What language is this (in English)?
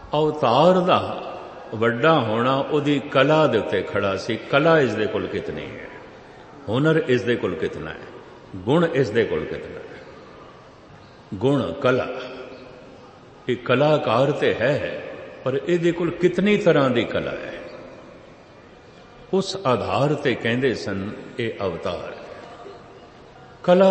Punjabi